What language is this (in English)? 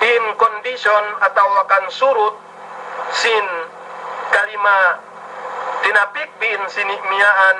Yakan